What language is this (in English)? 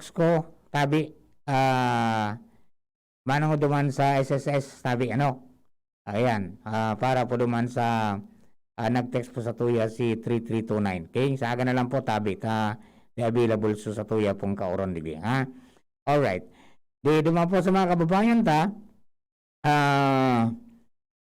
Bikol